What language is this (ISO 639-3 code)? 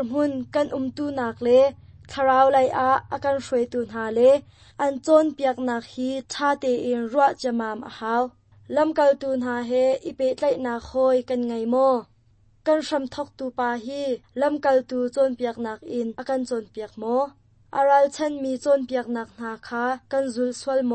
cnh